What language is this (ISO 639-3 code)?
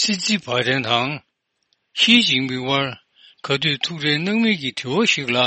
bod